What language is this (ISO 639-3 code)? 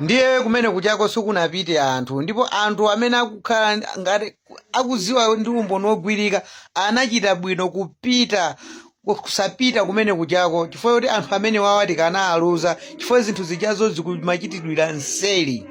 nya